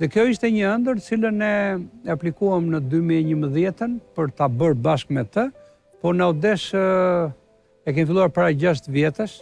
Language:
Albanian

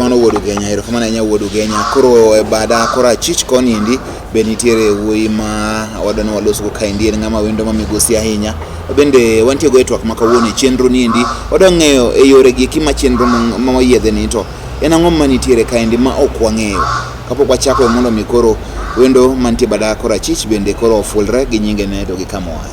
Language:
Luo (Kenya and Tanzania)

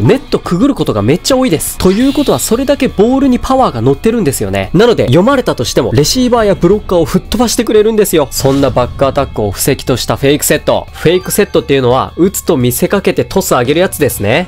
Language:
Japanese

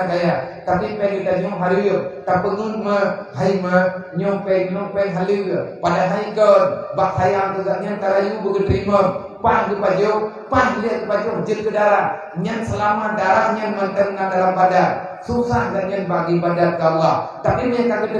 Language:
Achinese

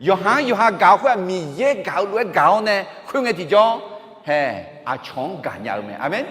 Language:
Akha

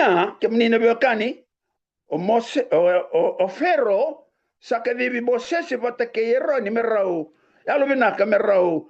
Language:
Fijian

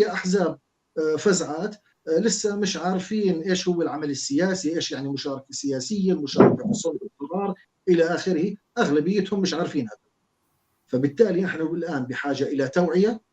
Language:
North Levantine Arabic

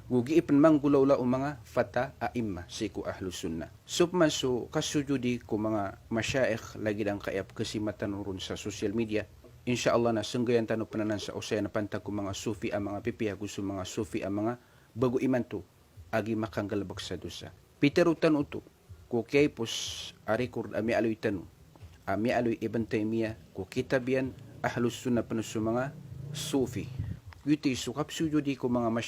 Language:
Maranao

